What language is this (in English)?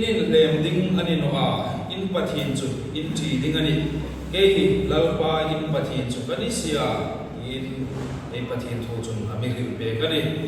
Hmar